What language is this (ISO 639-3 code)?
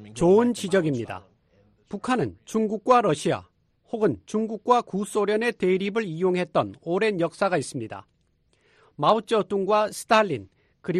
kor